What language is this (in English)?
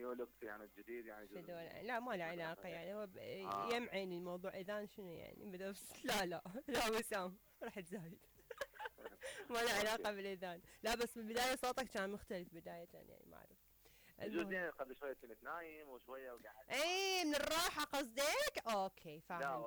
Mesopotamian Arabic